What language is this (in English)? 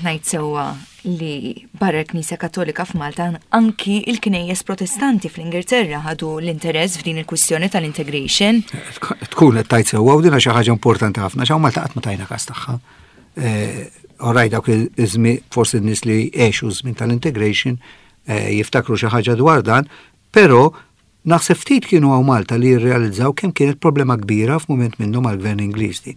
Maltese